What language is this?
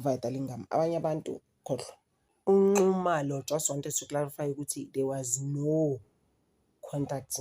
Zulu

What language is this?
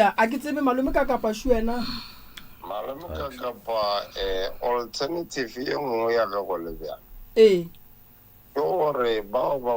Northern Sotho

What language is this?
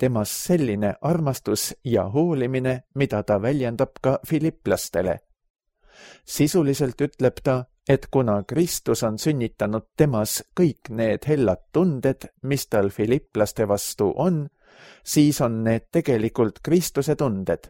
Estonian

